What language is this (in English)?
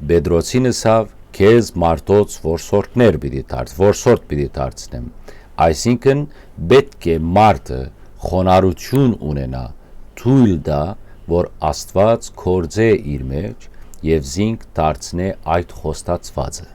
Western Armenian